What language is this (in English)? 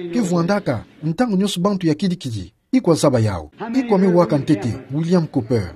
Kituba (Democratic Republic of Congo)